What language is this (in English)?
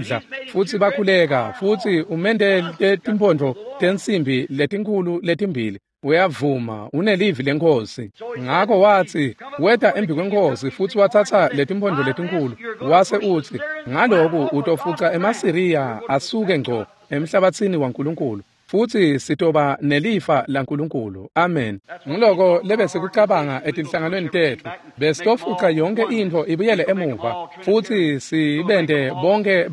Swati